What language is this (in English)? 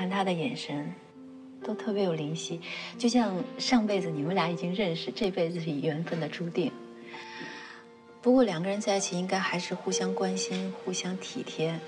Chinese